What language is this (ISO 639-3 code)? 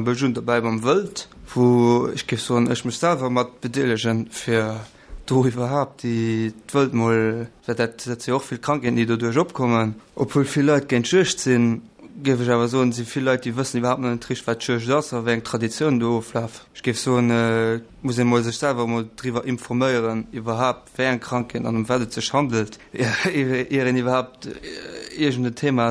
ltz